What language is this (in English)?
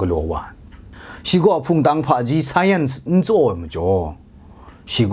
Kachin